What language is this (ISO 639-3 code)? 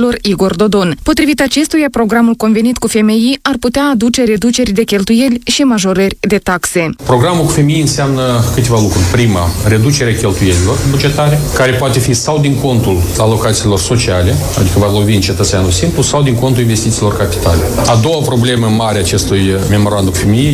ron